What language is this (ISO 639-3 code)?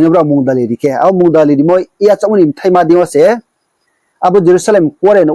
ria